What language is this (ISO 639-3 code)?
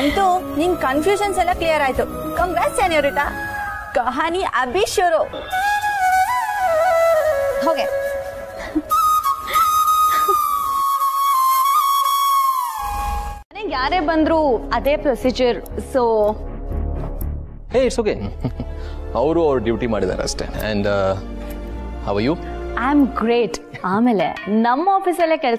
kan